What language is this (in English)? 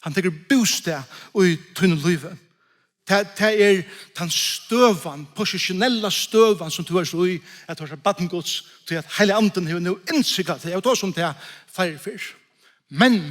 Faroese